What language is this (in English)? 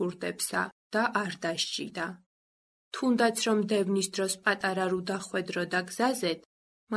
Georgian